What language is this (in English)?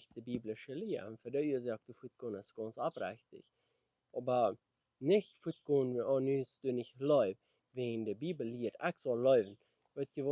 Plautdietsch